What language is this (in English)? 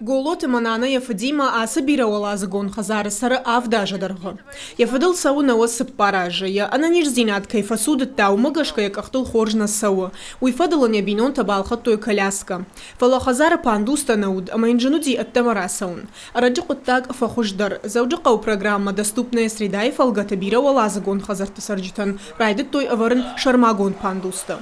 Ossetic